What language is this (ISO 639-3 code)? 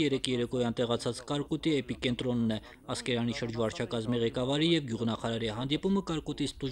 hye